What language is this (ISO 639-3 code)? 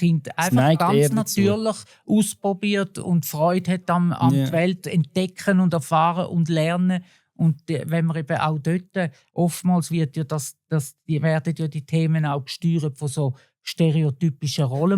gsw